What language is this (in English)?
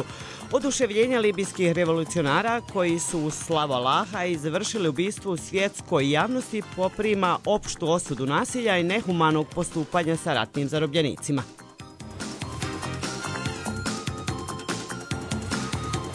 Bosnian